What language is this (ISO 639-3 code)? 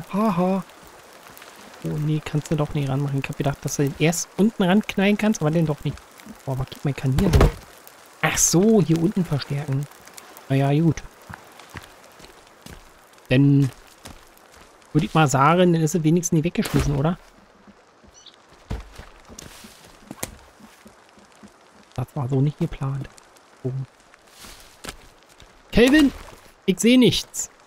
deu